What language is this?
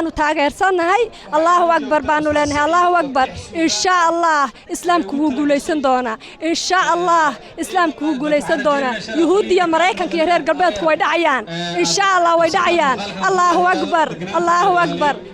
Somali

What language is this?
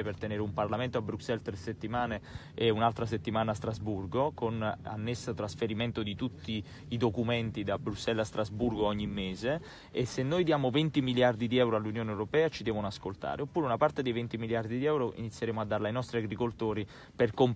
Italian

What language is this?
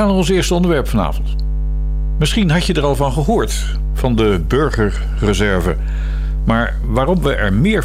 Dutch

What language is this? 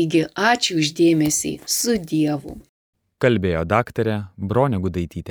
Lithuanian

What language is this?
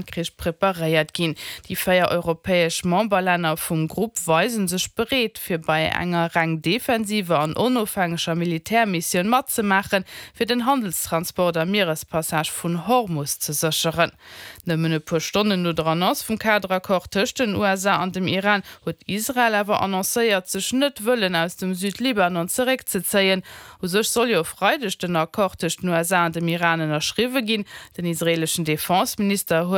Luxembourgish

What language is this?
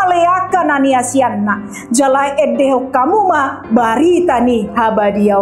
Batak Toba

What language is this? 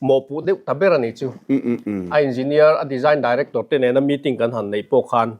Mizo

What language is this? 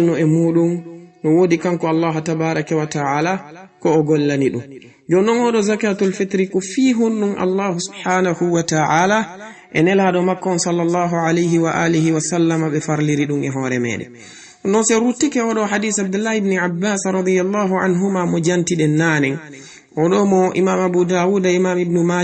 Fula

